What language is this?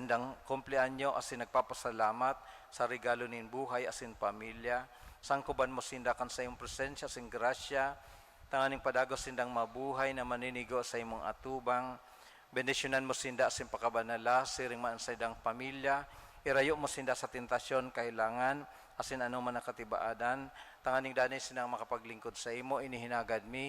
Bikol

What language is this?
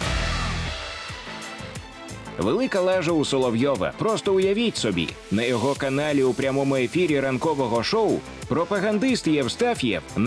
Ukrainian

